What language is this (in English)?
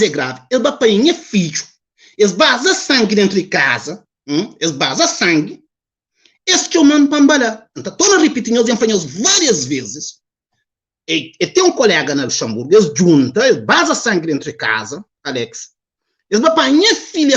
Kabuverdianu